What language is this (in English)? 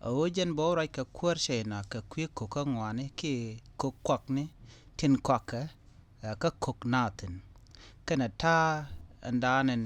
Nuer